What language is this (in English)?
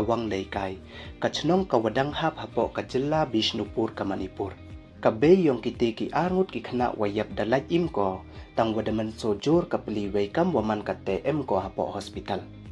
Pnar